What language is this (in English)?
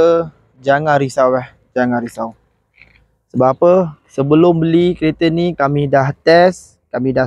Malay